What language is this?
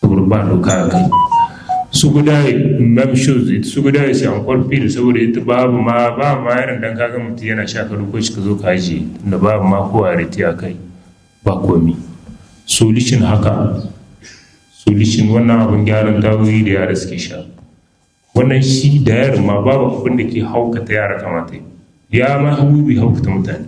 Hausa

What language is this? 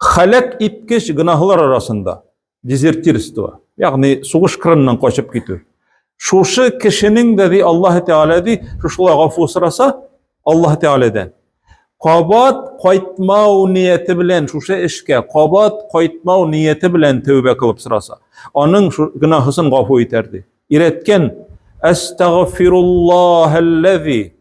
Tatar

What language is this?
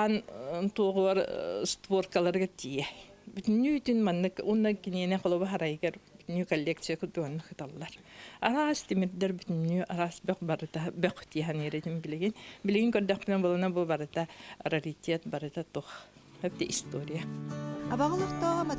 Yakut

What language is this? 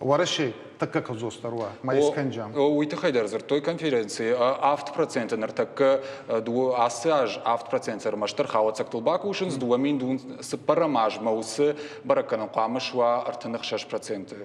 Ossetic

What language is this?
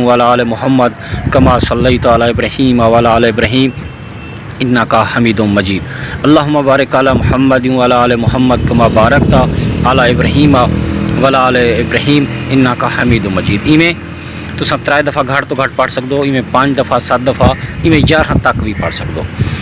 Saraiki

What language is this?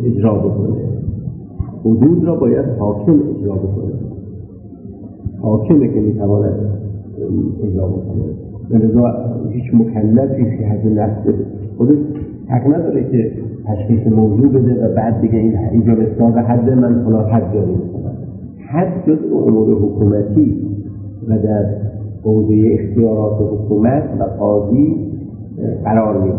Persian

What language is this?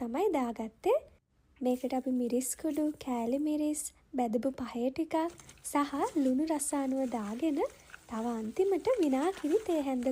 Sinhala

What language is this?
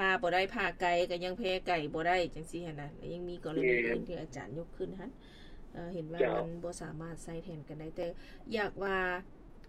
Lao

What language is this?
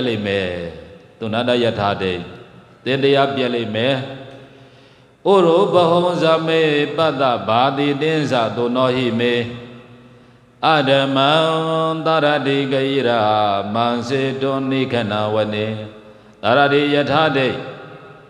Burmese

